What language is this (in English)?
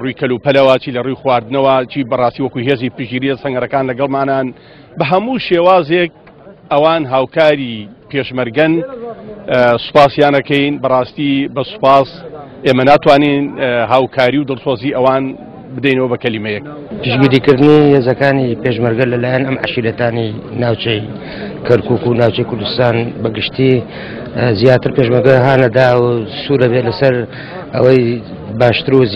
Central Kurdish